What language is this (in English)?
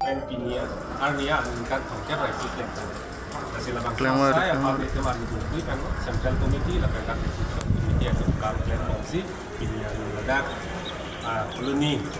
Karbi